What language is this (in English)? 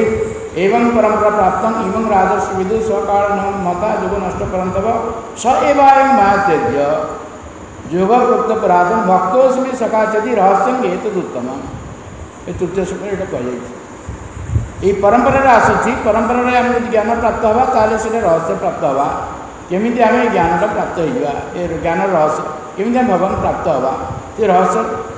Odia